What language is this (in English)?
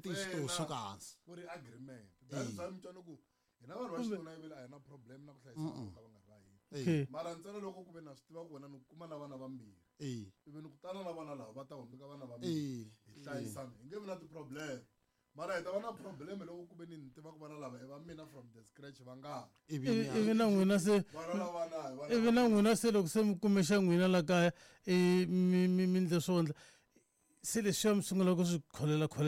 Tsonga